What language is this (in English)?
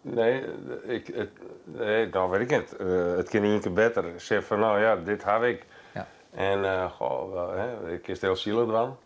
Western Frisian